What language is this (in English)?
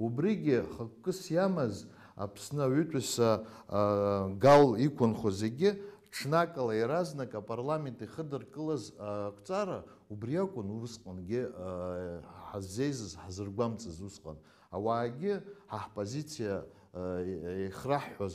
Abkhazian